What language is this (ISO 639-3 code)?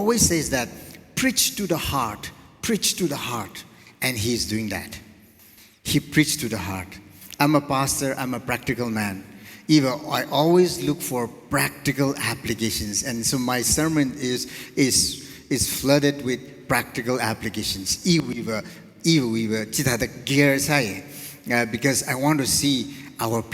nmf